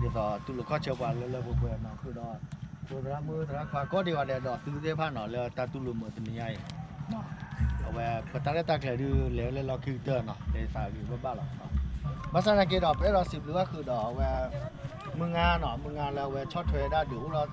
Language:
S'gaw Karen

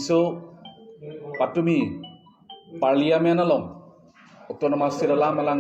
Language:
Karbi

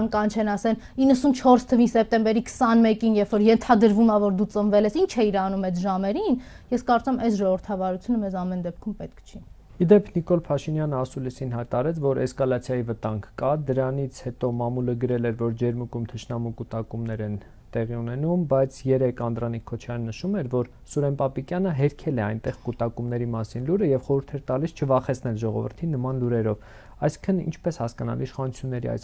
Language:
Armenian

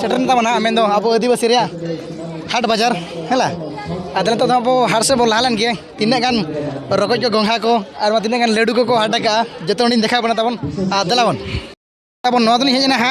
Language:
Santali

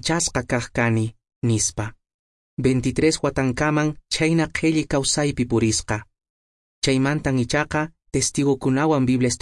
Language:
Quechua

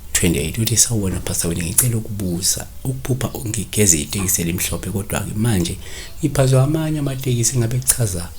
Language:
Zulu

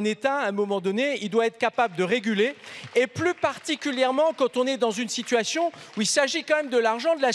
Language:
French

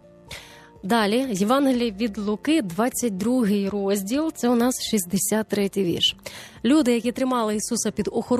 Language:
Ukrainian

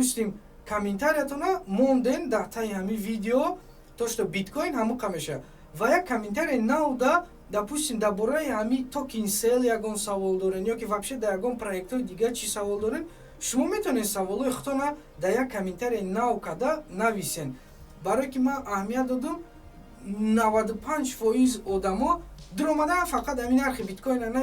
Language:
Tajik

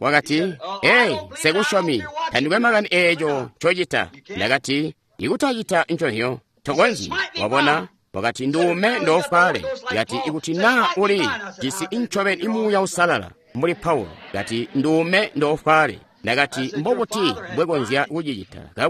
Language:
Tonga (Zambia)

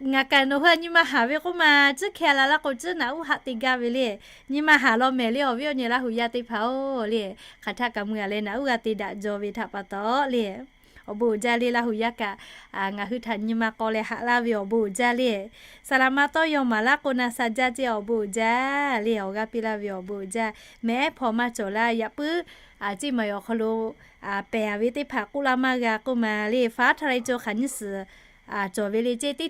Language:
Lahu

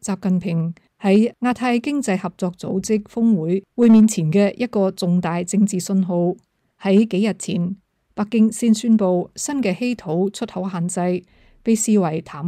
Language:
Cantonese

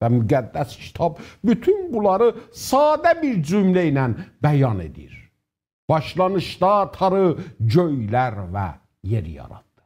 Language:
South Azerbaijani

